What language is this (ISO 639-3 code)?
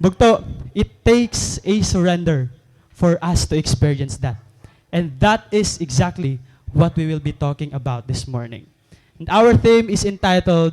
war